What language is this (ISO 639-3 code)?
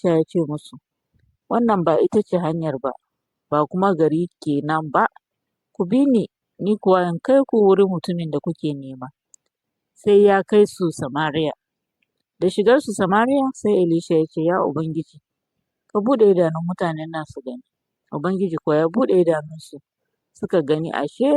hau